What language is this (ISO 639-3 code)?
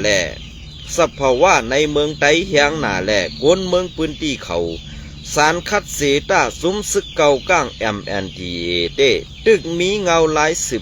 shn